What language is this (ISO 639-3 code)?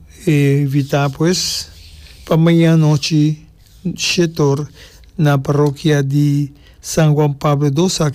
pap